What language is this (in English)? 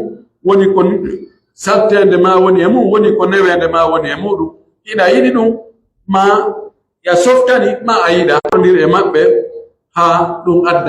Pular